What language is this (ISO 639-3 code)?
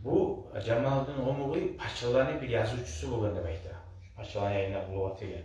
kum